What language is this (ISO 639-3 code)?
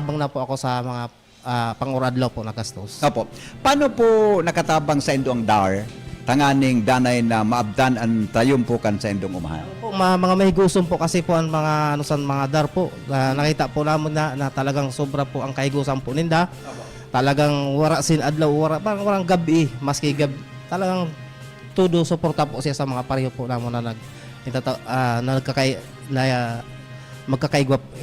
bik